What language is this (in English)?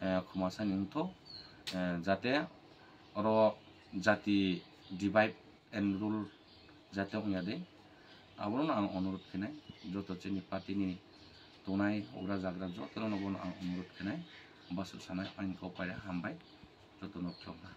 Kok Borok